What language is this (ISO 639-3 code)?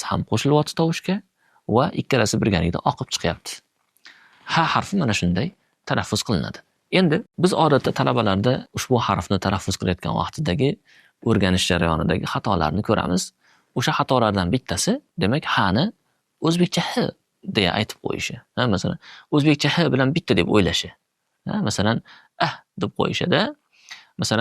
uzb